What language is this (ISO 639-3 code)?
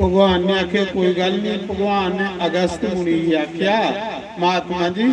doi